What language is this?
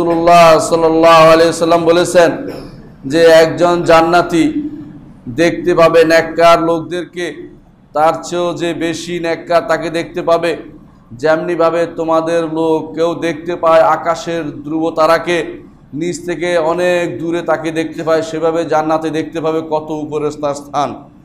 Bangla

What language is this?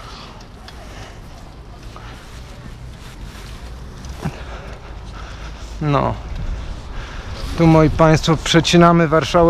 Polish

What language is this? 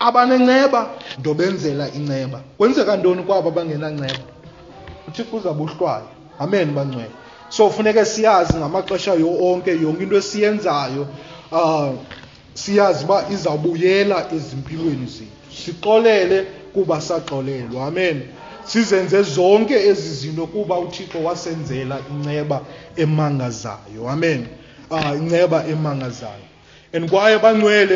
Xhosa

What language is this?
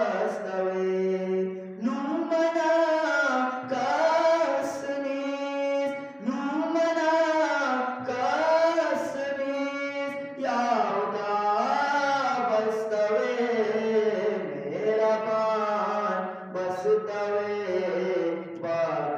Eastern Balochi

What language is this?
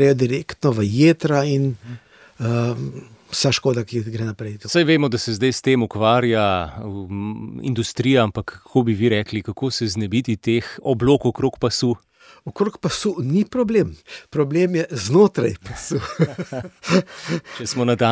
Slovenian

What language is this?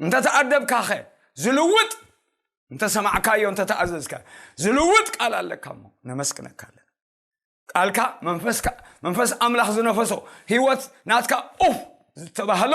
Tigrinya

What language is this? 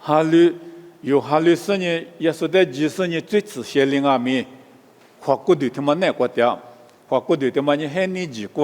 Lisu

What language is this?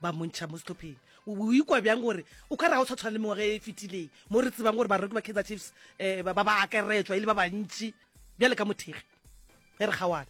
Northern Sotho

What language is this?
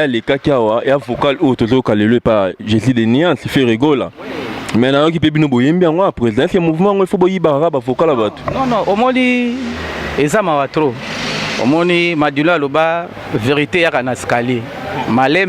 Lingala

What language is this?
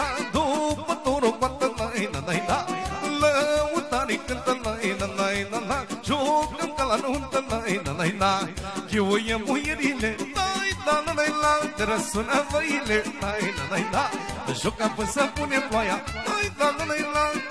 Romanian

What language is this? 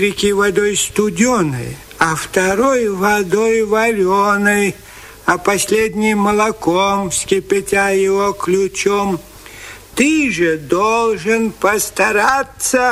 Russian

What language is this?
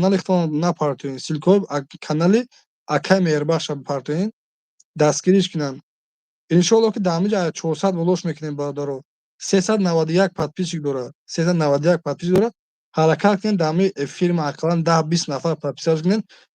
Tajik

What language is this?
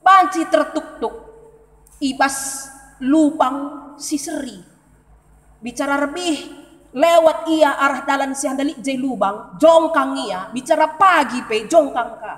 Batak Karo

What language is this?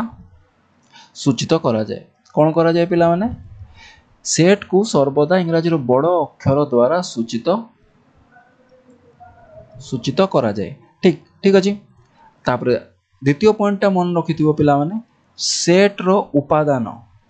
Odia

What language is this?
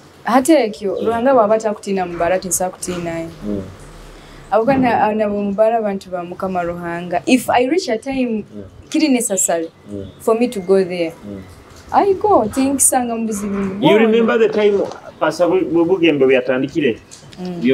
Nyoro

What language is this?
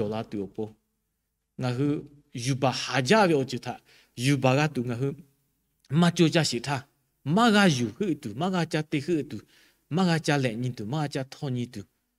Lahu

